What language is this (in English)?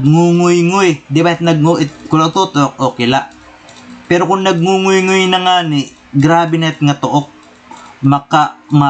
Waray